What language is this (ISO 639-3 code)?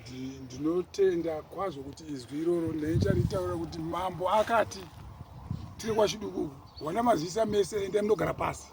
sna